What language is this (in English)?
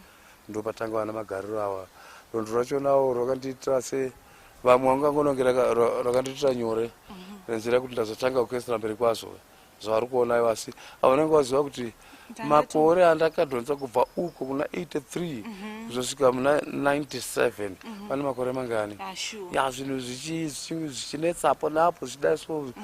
Shona